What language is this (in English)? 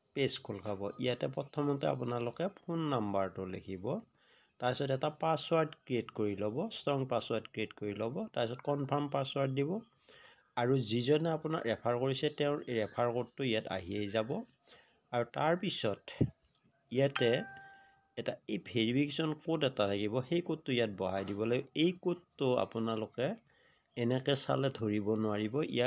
Assamese